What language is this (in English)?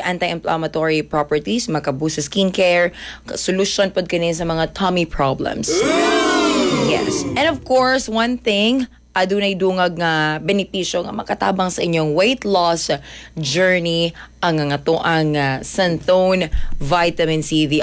Cebuano